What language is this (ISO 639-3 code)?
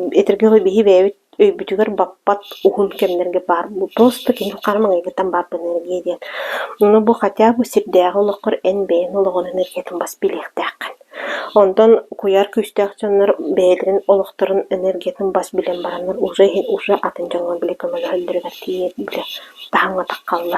sah